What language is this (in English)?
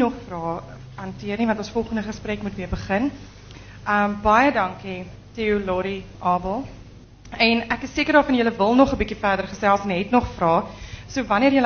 Afrikaans